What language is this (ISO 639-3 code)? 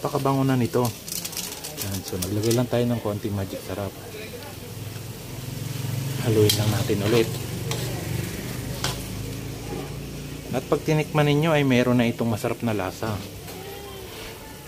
fil